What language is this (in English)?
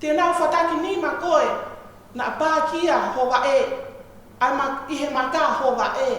Tongan